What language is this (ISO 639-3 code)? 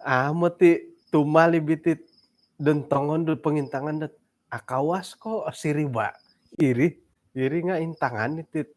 dtp